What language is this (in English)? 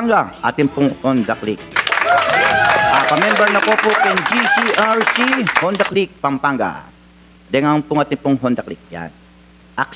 Pampanga